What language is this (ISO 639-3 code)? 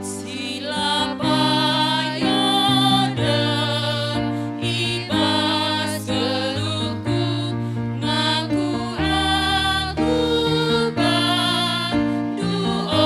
btx